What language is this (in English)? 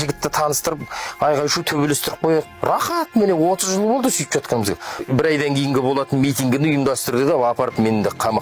Kazakh